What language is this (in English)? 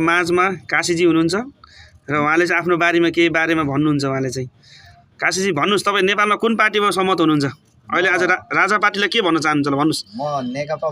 Nepali